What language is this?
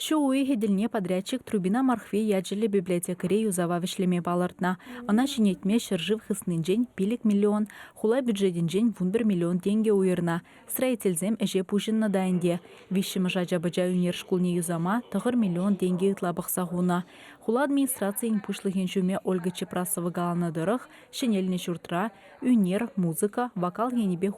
Chuvash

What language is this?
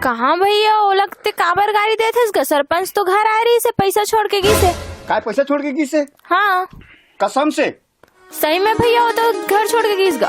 Chhattisgarhi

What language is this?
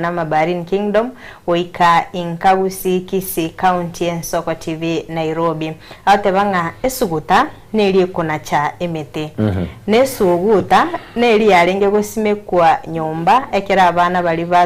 Gusii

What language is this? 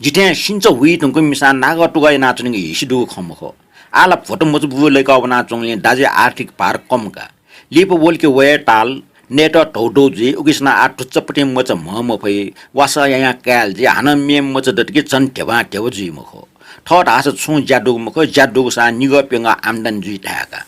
Newari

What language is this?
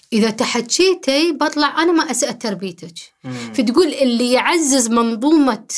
Gulf Arabic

